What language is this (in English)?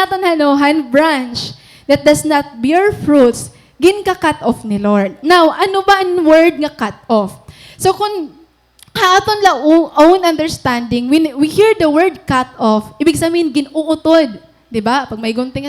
Waray